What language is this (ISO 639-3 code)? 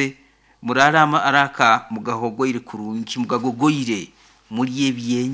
nyo